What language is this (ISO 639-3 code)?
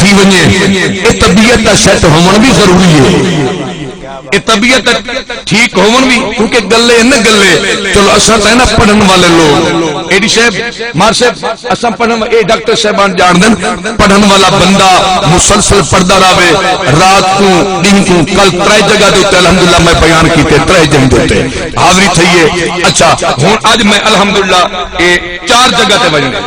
skr